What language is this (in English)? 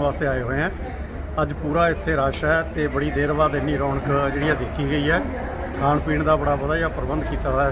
Punjabi